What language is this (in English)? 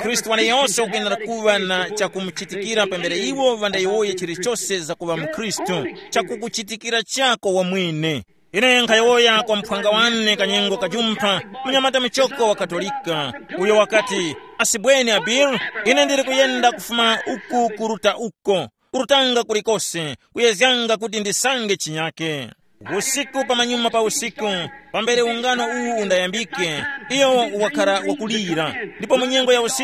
Tumbuka